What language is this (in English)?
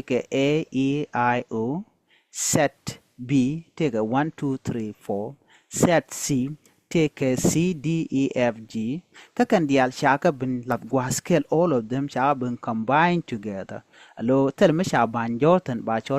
Nuer